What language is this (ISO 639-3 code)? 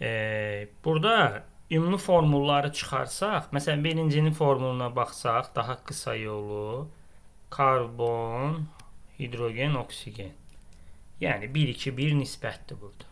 aze